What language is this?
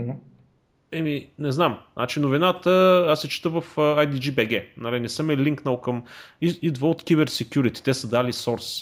Bulgarian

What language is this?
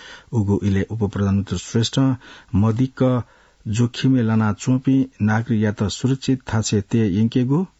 Newari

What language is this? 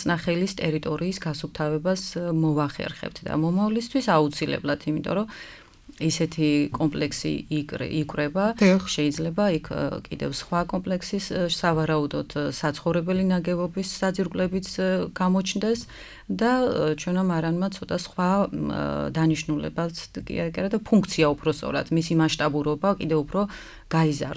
Georgian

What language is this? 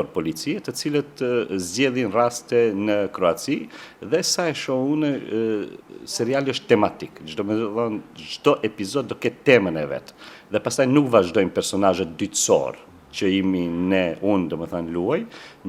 Albanian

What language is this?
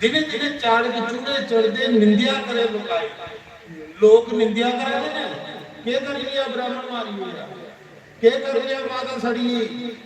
Dogri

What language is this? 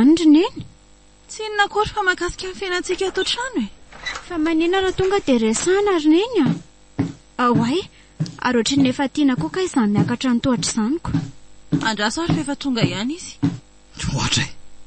Malagasy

